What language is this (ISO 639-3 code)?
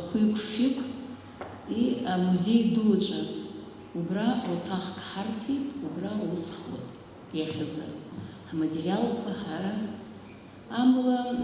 abk